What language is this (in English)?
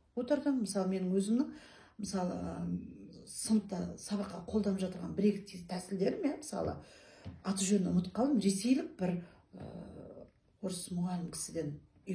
Kazakh